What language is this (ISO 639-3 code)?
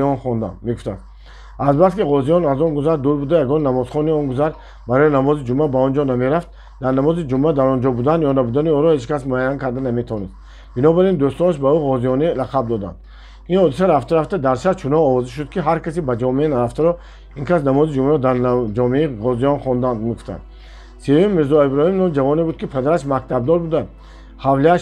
tgk